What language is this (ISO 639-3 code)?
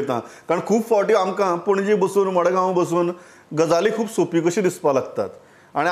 kok